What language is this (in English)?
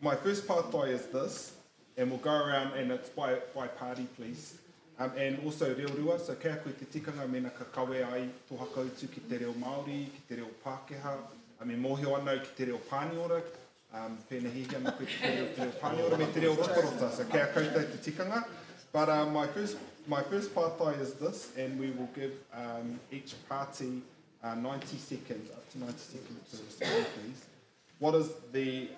Māori